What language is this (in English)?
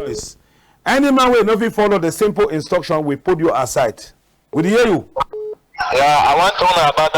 Cameroon Pidgin